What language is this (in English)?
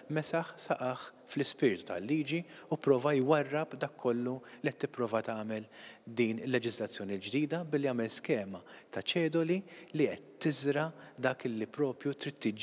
Maltese